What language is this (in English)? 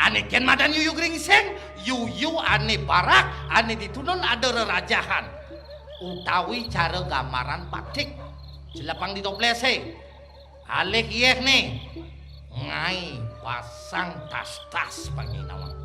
Balinese